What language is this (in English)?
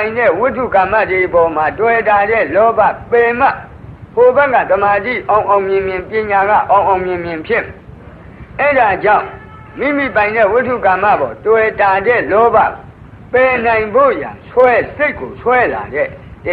Burmese